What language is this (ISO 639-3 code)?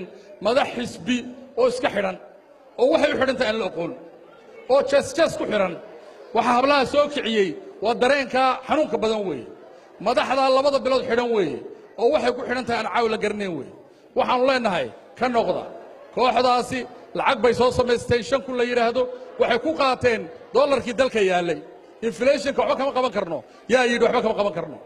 som